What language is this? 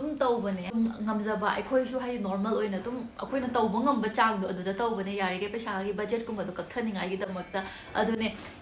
Manipuri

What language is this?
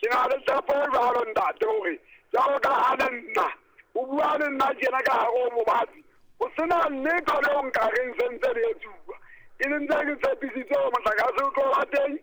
Southern Sotho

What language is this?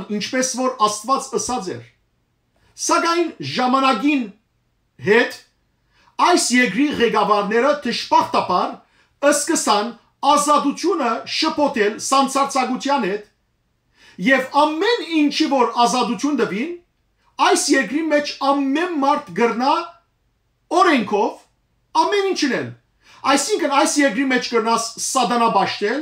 Western Armenian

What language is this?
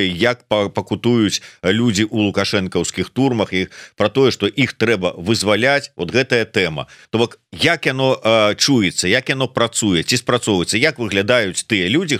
Belarusian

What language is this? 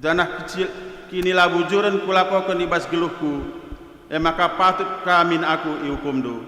Batak Karo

